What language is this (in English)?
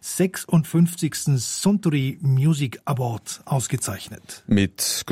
German